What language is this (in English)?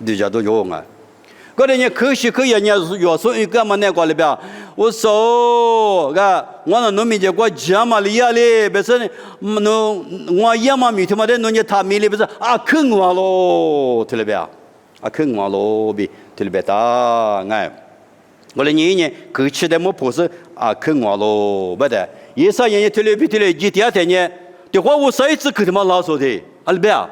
Lisu